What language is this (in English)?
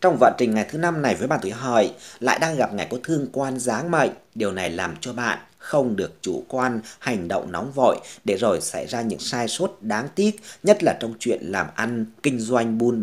Vietnamese